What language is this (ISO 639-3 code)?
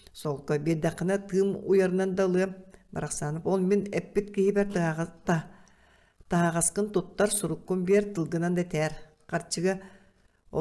sah